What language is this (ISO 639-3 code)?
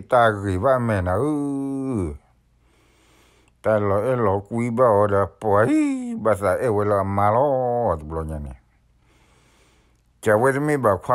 ksw